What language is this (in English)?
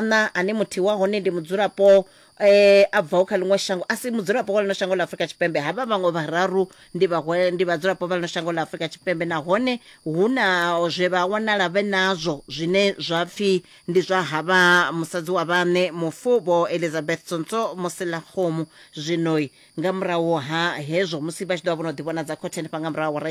Venda